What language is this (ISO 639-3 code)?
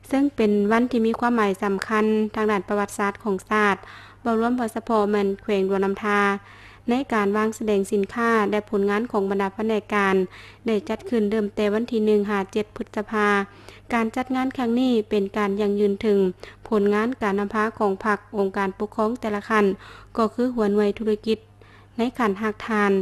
lao